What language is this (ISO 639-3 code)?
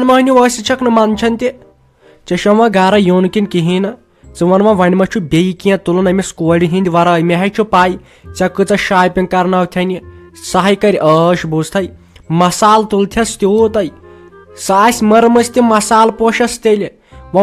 kas